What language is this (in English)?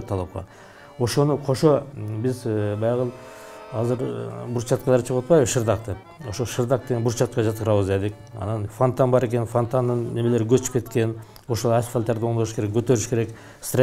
Kyrgyz